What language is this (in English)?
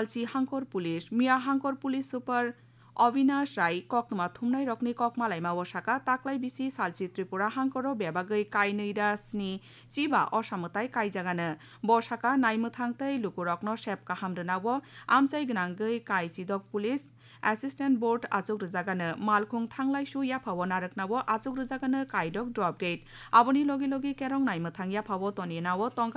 Kok Borok